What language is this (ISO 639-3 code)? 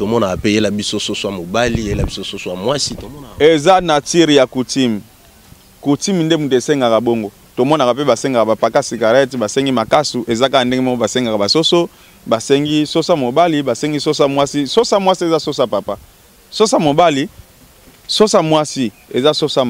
lin